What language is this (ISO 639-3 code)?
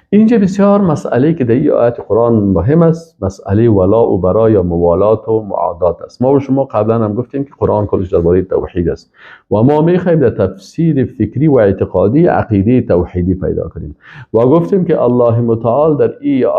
fas